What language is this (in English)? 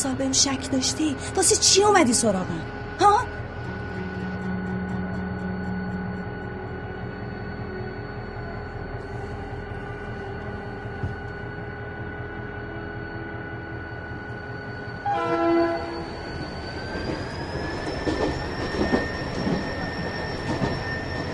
Persian